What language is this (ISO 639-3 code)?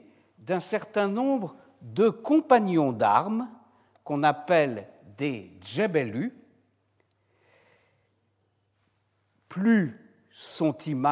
fra